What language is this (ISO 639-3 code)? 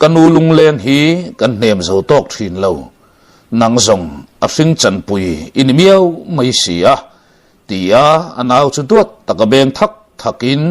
lus